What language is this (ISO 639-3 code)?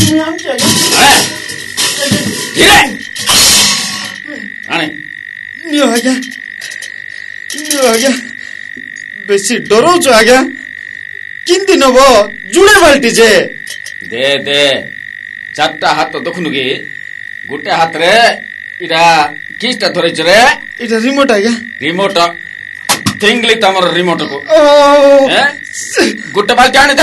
ori